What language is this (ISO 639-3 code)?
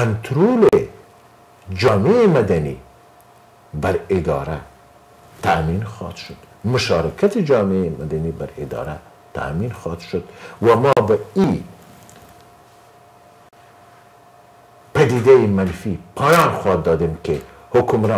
fas